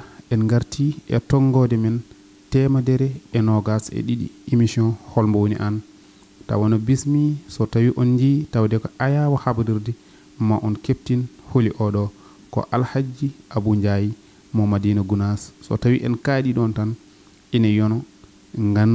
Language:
Fula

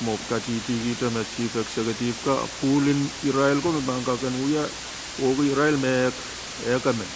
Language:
Pohnpeian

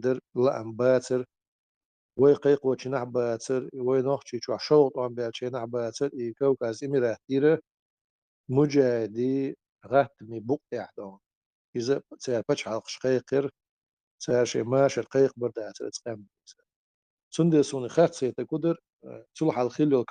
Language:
Chechen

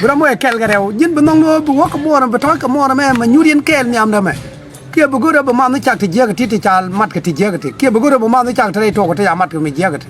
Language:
Nuer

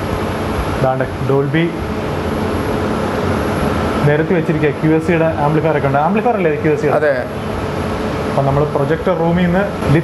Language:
Malayalam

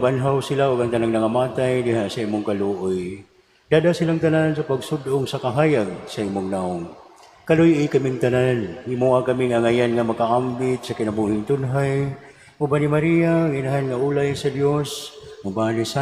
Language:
Cebuano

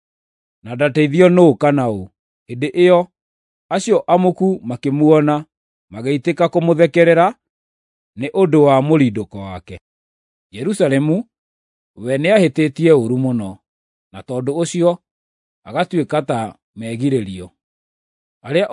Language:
Kikuyu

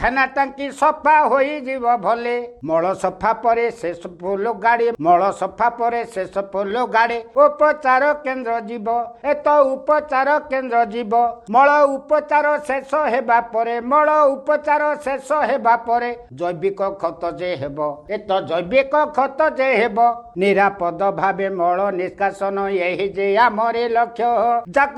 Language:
Odia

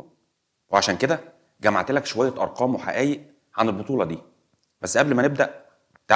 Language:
Egyptian Arabic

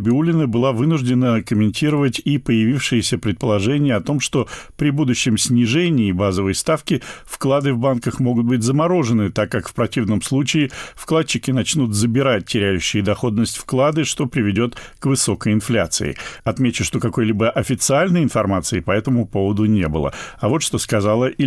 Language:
Russian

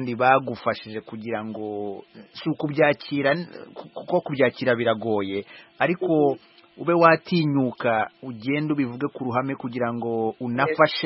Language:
Kinyarwanda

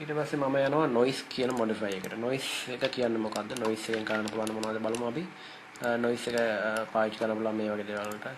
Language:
Sinhala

